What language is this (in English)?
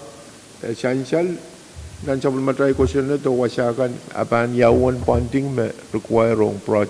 Pohnpeian